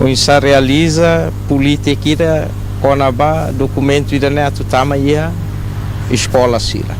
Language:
Tetum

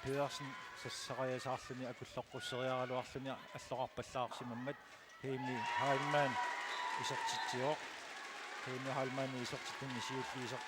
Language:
Kalaallisut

